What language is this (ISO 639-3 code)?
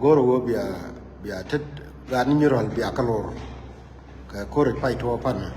nus